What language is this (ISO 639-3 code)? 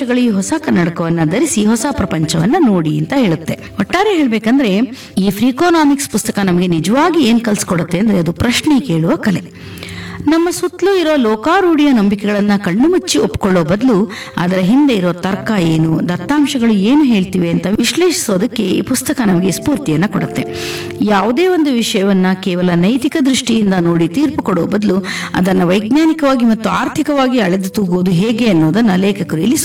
kan